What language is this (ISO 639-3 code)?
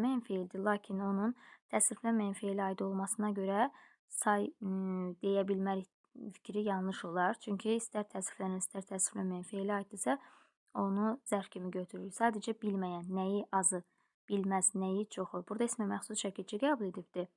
aze